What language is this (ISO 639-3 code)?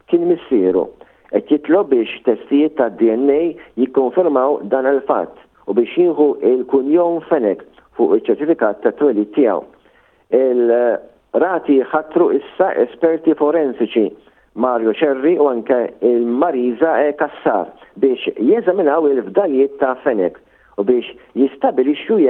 mlt